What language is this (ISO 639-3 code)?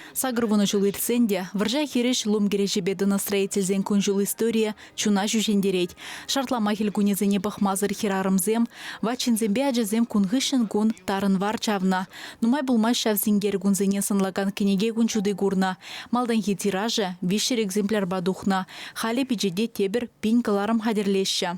chv